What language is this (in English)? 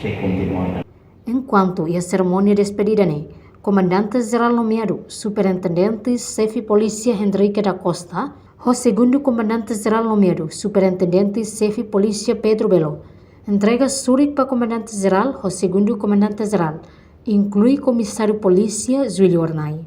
Tetum